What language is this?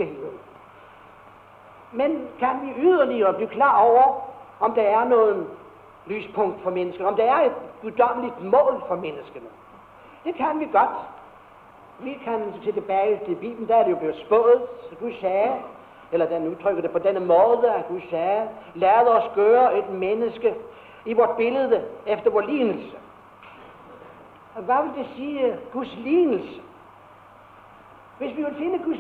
Danish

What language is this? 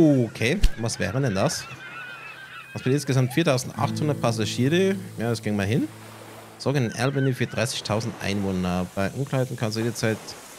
German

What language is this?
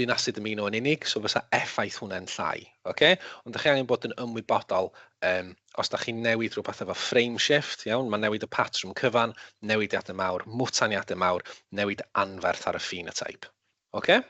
Welsh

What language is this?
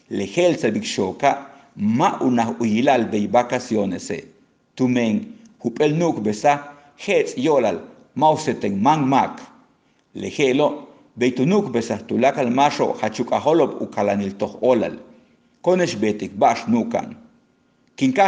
Yucateco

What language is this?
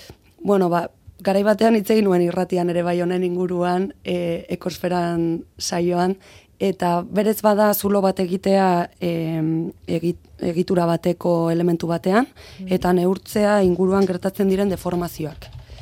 Basque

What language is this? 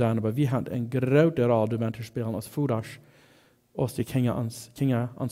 Plautdietsch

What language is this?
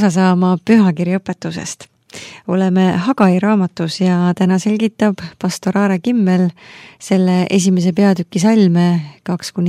Estonian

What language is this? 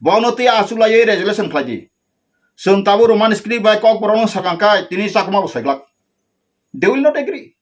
Kok Borok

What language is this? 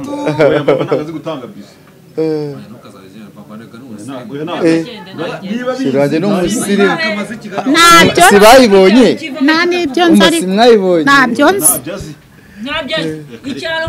Kinyarwanda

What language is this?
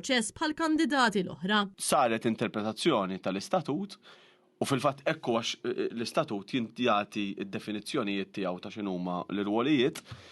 Maltese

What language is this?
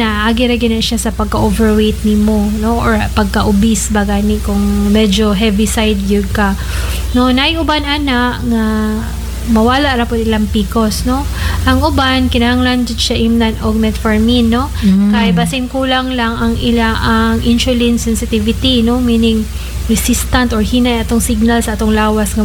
Cebuano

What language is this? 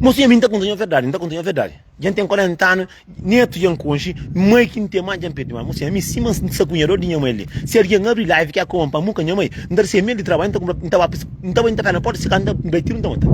Kabuverdianu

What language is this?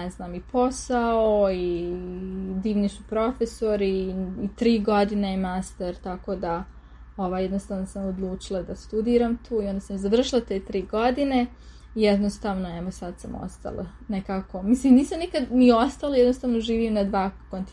Serbian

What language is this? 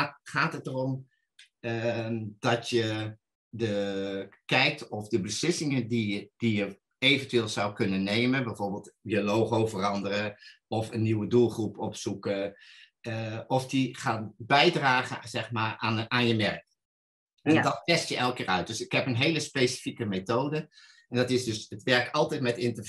Dutch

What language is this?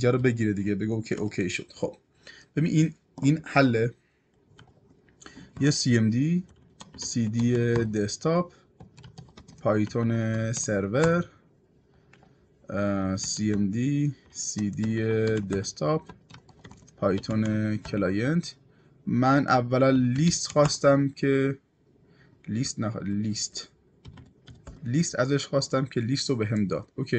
Persian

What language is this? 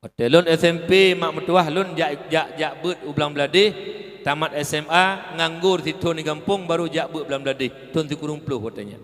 Achinese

